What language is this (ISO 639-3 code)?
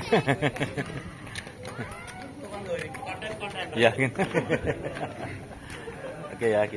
ind